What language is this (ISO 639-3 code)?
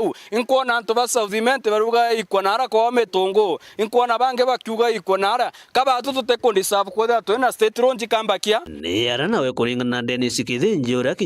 mer